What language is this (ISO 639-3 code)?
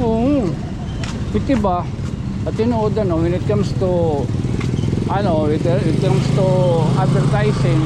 war